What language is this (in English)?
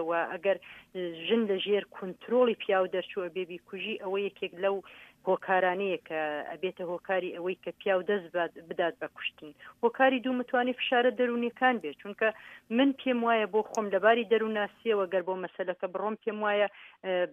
Central Kurdish